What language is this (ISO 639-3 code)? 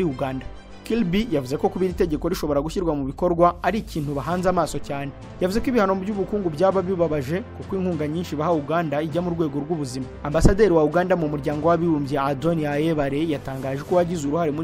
kin